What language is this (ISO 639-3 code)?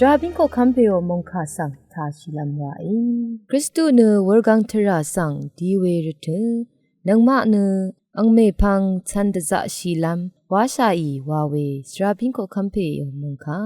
raw